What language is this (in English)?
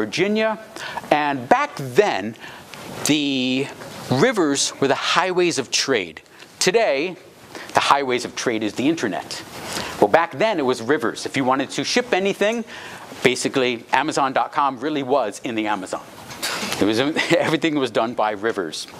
English